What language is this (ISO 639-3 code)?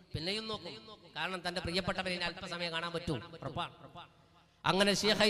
mal